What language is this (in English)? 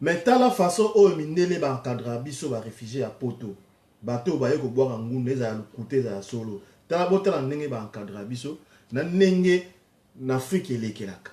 Lingala